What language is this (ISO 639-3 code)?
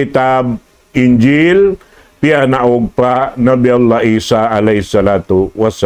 tsg